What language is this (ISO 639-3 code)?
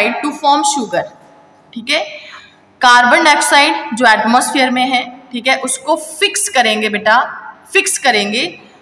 hin